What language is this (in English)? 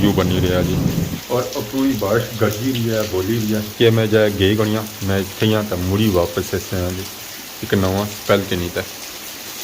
Pahari-Potwari